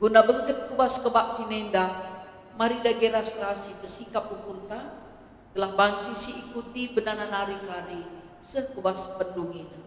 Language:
Batak Karo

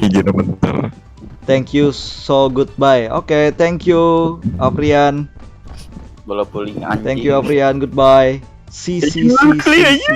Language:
Banjar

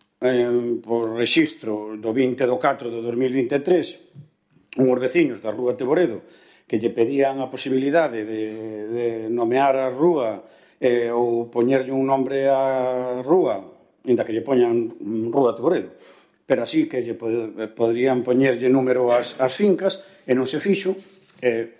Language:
Galician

